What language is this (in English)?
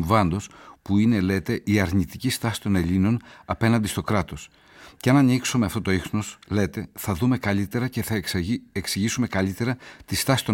Greek